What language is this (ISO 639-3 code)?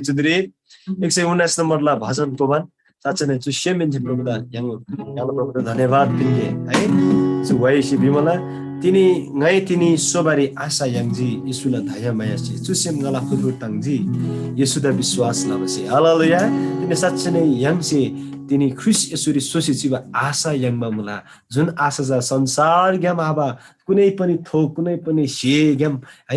taj